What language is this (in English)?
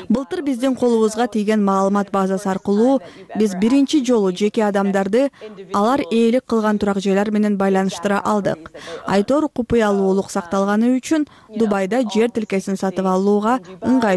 Kyrgyz